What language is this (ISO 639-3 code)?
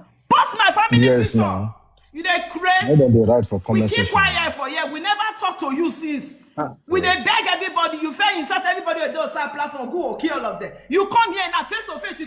pcm